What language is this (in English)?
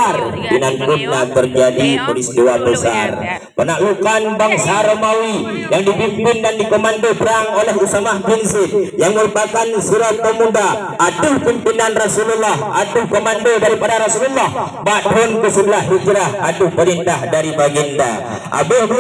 Achinese